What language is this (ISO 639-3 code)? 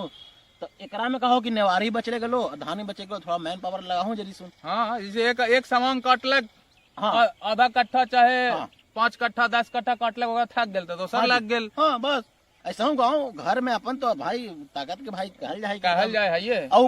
mag